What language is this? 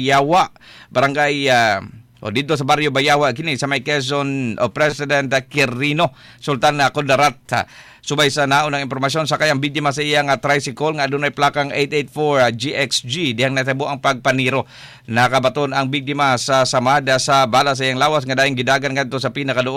Cebuano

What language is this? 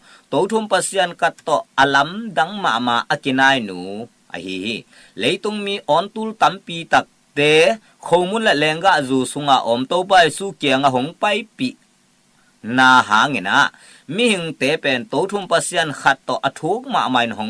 Tedim Chin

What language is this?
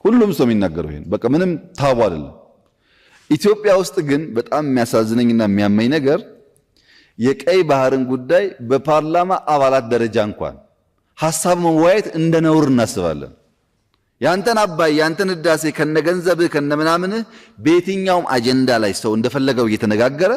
Amharic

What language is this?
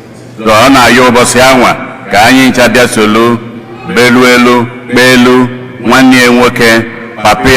Igbo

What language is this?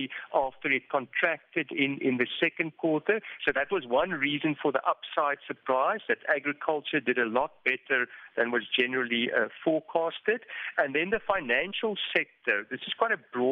English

